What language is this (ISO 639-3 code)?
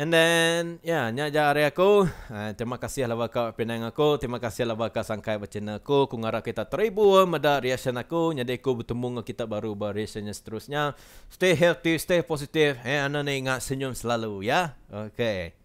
iba